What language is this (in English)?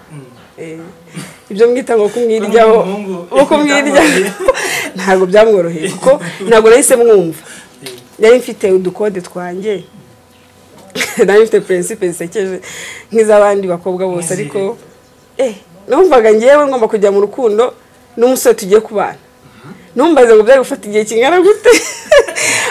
Kinyarwanda